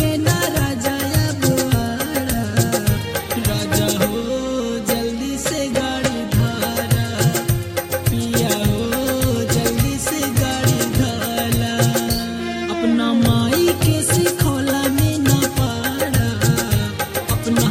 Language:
Bhojpuri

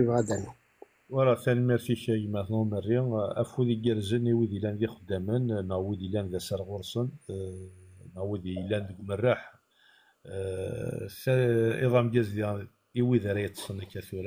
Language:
Kabyle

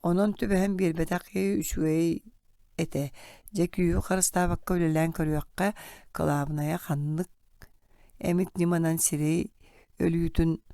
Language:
Yakut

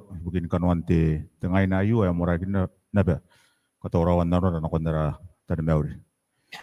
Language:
Gilbertese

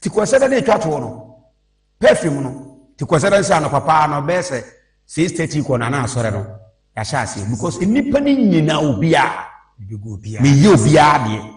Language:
Akan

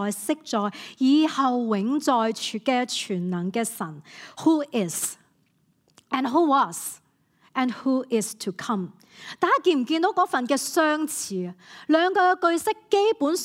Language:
Cantonese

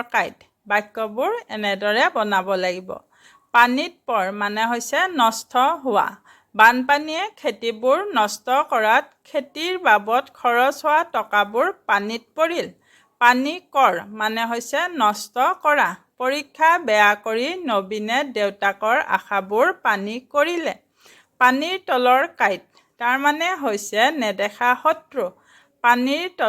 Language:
Assamese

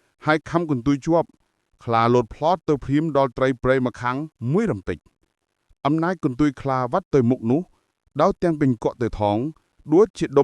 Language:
Khmer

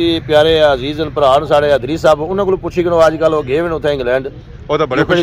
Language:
Pahari-Potwari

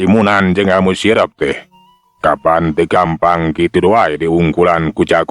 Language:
Sundanese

